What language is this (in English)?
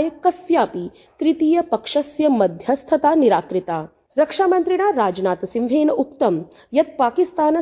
Sanskrit